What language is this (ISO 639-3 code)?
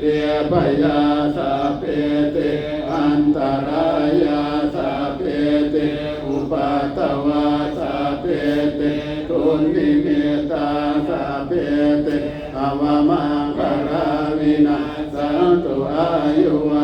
pli